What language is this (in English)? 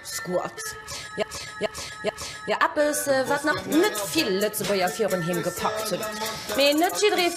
Luxembourgish